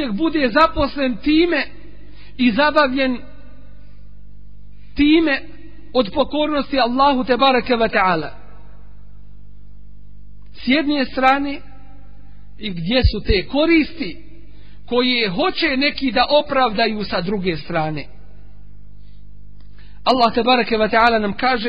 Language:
Bosnian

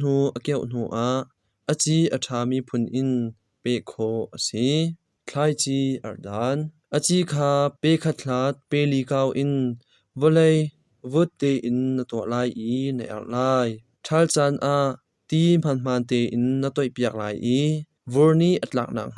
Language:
Hakha Chin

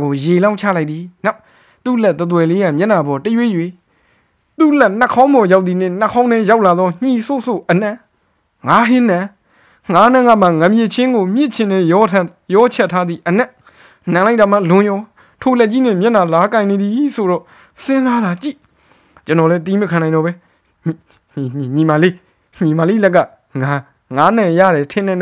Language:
Burmese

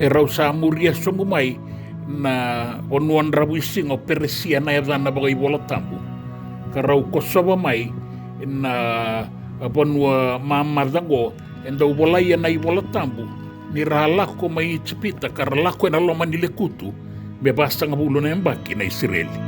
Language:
Fijian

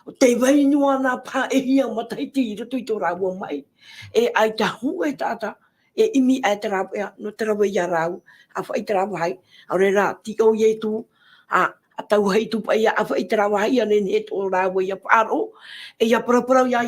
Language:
Tahitian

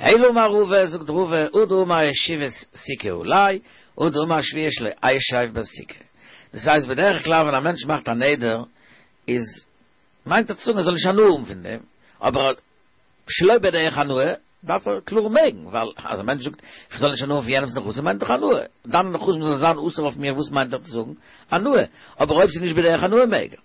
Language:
Yiddish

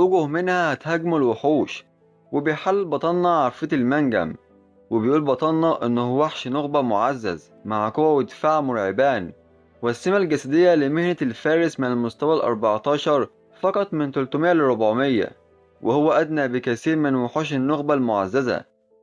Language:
Egyptian Arabic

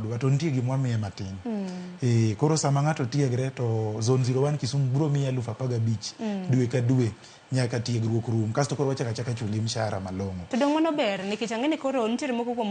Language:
Luo (Kenya and Tanzania)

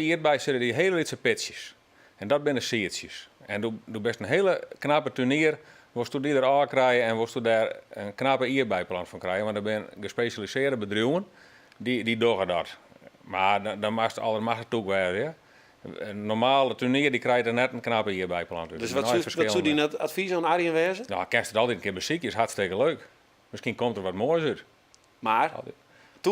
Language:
Western Frisian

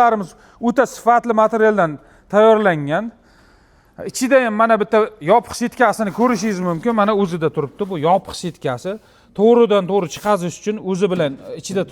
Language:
Uzbek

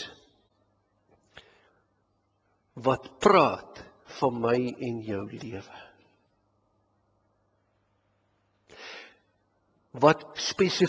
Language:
Afrikaans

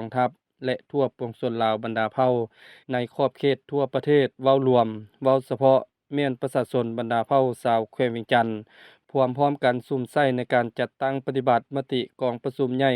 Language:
Lao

